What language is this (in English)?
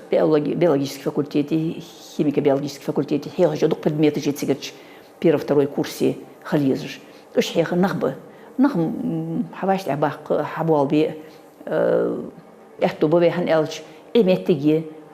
Ingush